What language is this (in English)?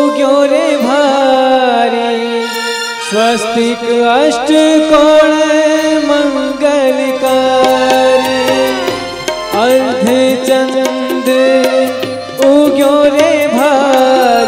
Gujarati